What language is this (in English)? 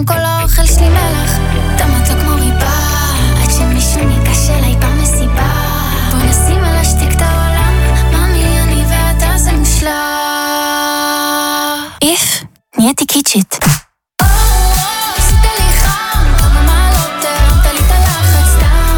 Hebrew